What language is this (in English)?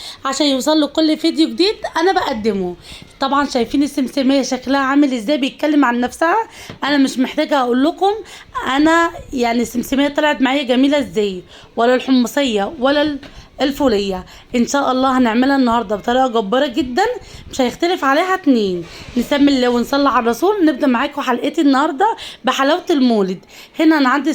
Egyptian Arabic